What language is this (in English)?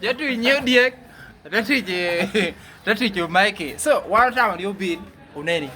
Lango (Uganda)